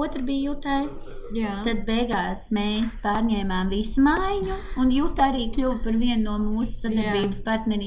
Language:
Latvian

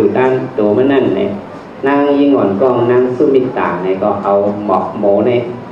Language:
Shan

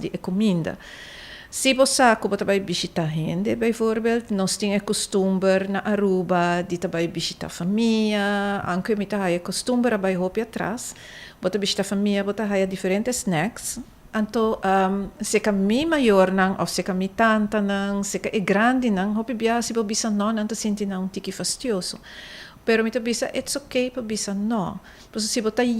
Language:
Papiamento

